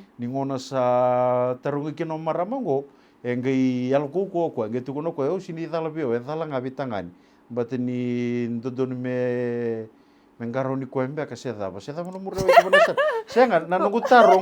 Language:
Fijian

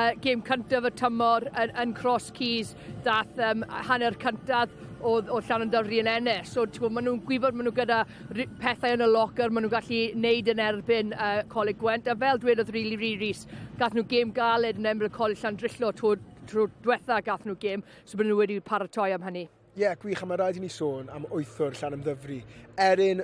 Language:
Welsh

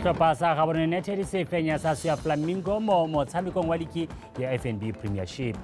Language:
Tswana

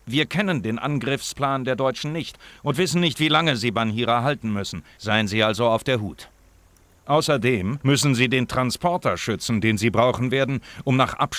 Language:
Bavarian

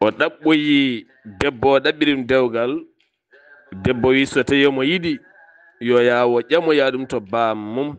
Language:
Fula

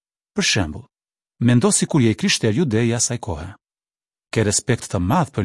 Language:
Albanian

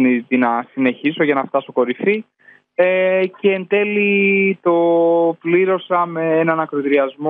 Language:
Greek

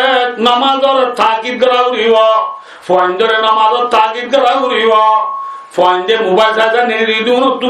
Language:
Rohingya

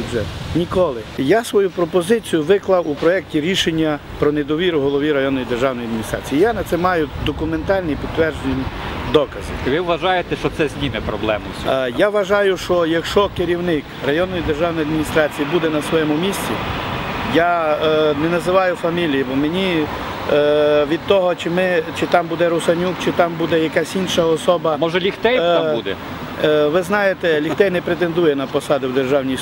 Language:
Ukrainian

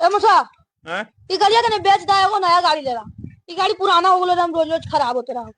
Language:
Magahi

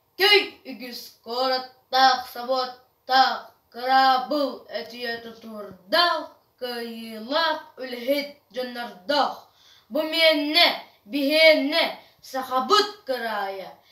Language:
Yakut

